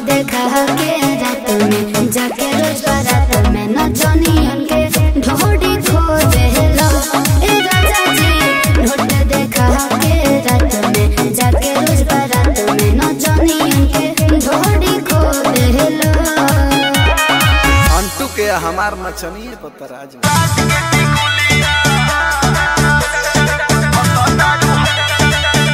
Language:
Bhojpuri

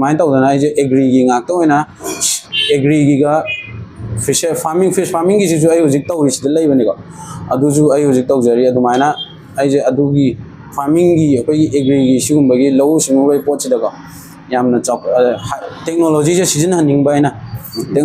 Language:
Manipuri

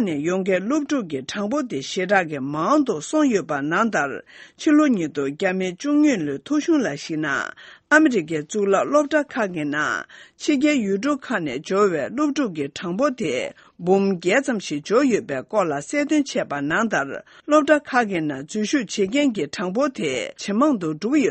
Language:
Tibetan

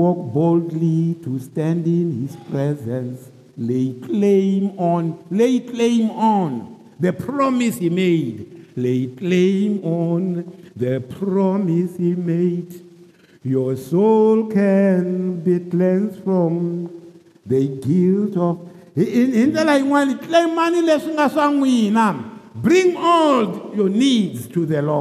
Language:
Tsonga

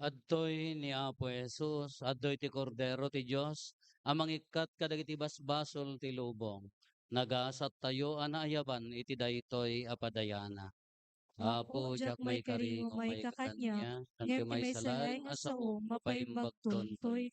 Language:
Iloko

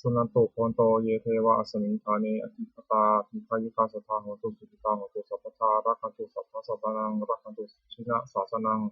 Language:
Pali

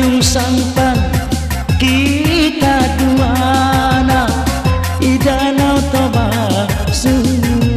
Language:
Batak Karo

